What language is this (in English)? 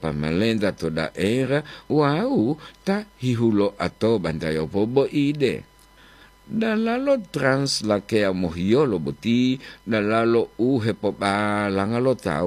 Gorontalo